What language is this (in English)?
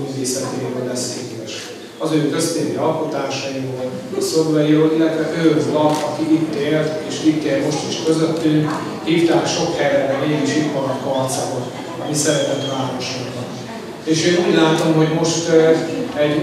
Hungarian